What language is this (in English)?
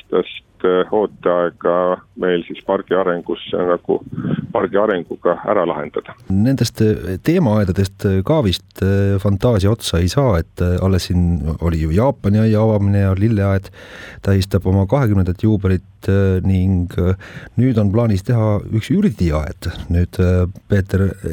Estonian